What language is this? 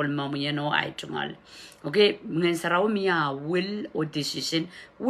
Pohnpeian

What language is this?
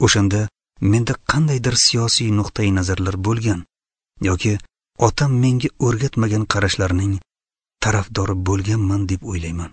Uzbek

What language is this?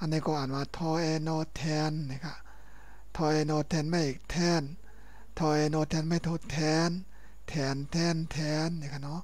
Shan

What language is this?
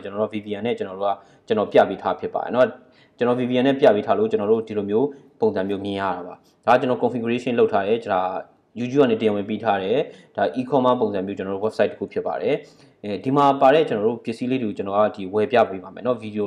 Burmese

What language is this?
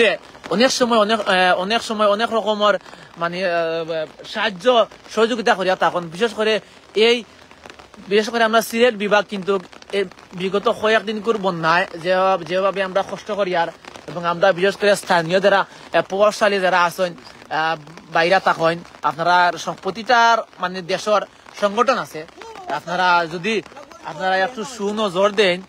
Sylheti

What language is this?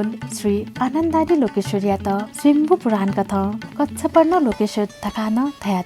Newari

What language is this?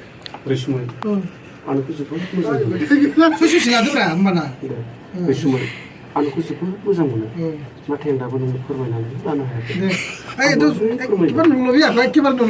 Bodo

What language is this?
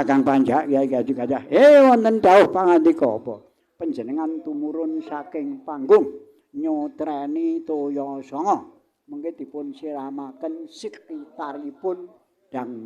Javanese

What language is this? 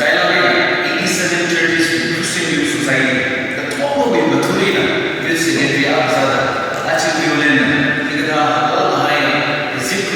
Tangkhul Naga (India)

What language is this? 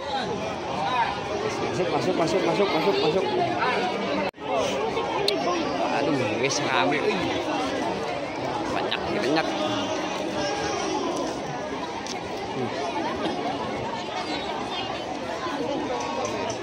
Indonesian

